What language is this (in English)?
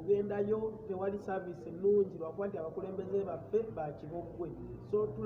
Ganda